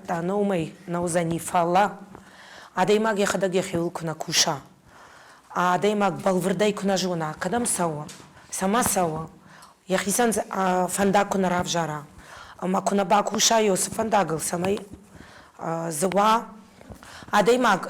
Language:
Ossetic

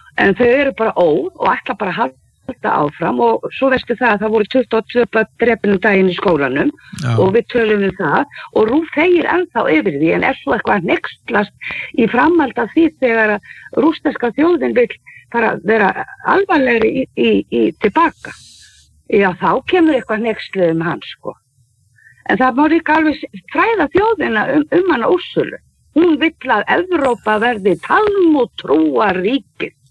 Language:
Icelandic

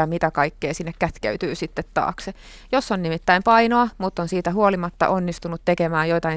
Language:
Finnish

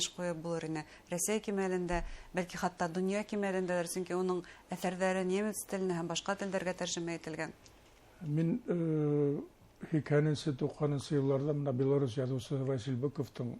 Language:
Bashkir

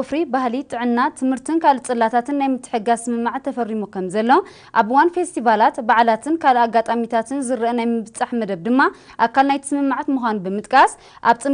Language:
Tigrinya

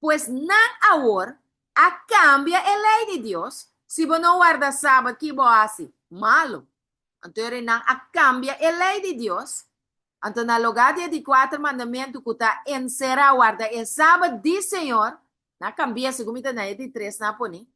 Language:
Papiamento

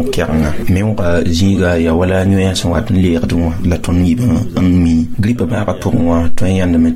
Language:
Mossi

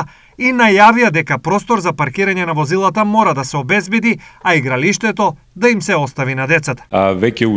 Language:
Macedonian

